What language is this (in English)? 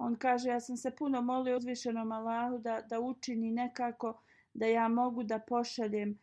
Bosnian